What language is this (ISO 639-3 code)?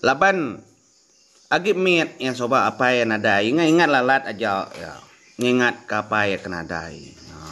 iba